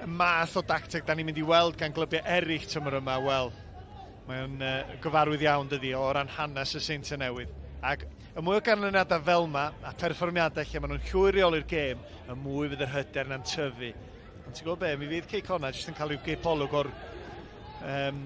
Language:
Welsh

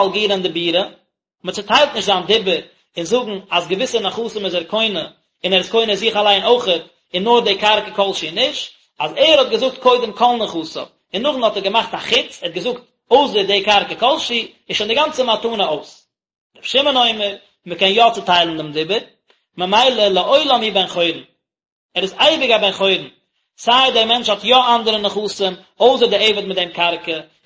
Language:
Yiddish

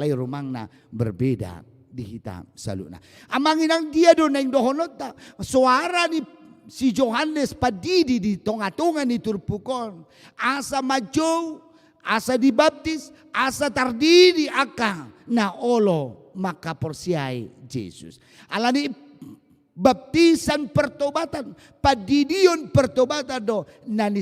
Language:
Batak Toba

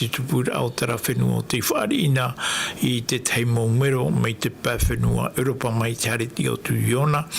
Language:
Tahitian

